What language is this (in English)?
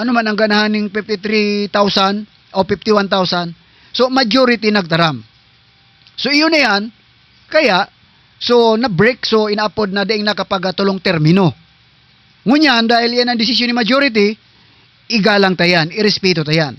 Southern Catanduanes Bikol